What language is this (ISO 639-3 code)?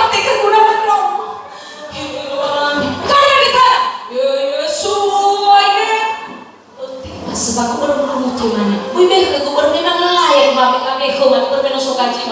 nia